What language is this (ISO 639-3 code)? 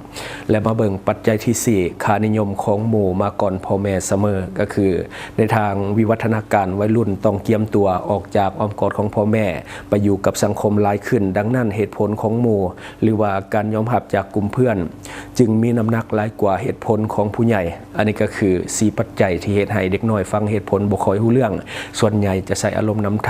lao